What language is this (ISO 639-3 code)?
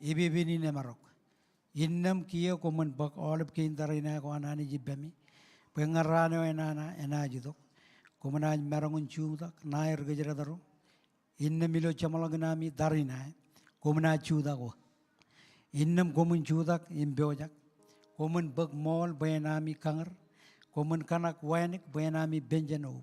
mah